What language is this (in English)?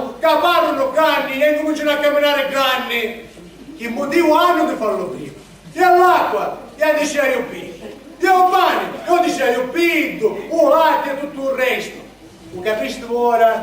Sicilian